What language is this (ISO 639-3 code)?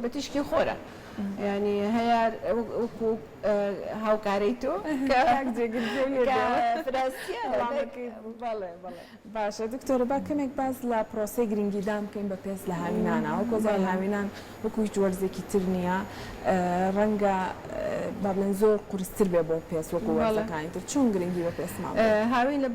ckb